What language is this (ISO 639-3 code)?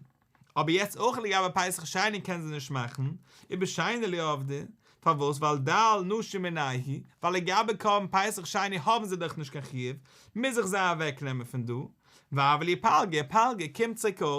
yid